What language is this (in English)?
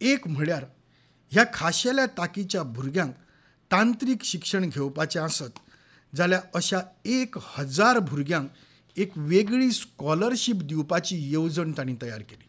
Konkani